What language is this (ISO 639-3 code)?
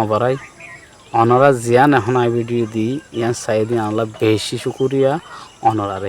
rhg